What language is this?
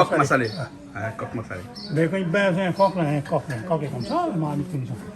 Réunion Creole French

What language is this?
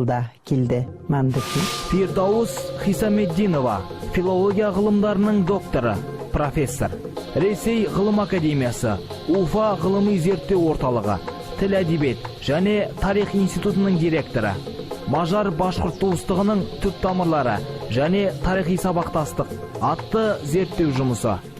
Bashkir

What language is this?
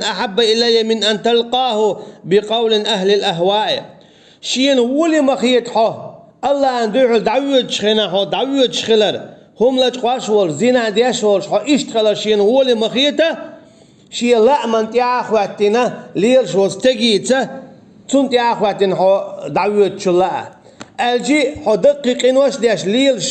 Chechen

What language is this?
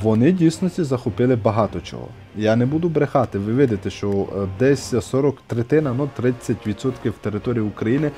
Ukrainian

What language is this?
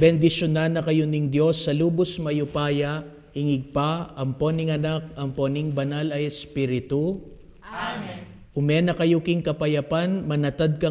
Pampanga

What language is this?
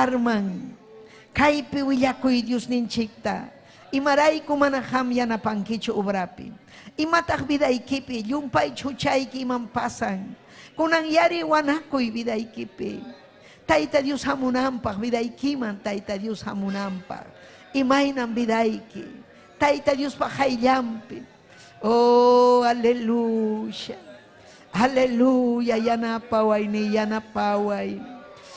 Ayacucho Quechua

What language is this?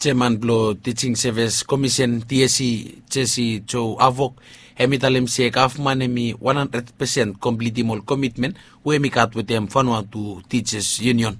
Bislama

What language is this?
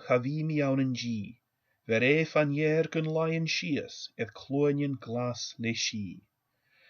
Scottish Gaelic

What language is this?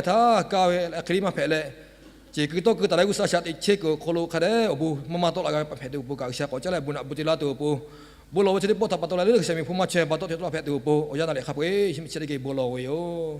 Lahu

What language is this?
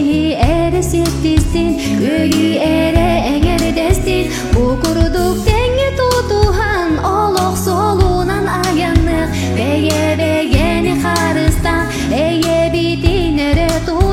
Yakut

